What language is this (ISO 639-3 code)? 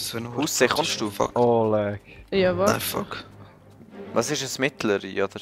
gsw